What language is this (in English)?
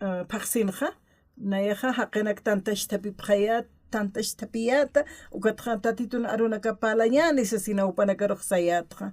Aymara